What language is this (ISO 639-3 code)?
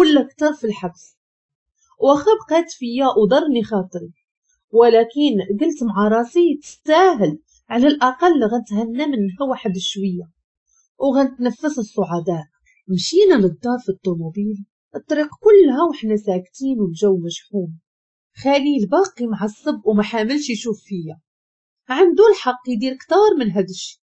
ary